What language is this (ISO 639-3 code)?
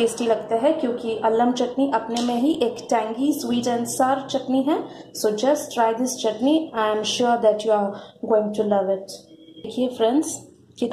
hin